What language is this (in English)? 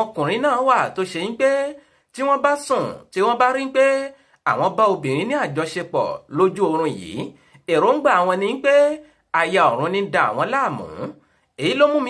Yoruba